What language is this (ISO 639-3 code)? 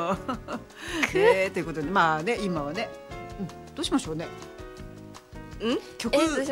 jpn